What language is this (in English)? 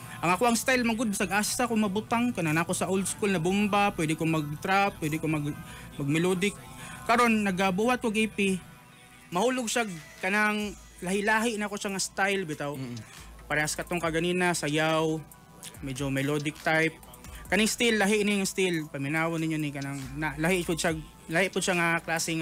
Cebuano